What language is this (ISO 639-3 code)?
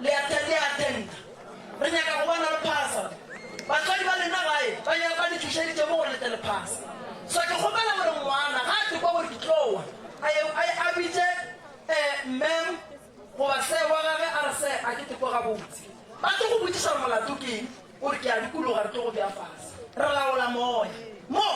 nso